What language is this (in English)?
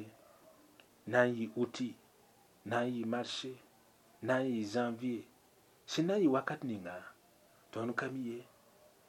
Mossi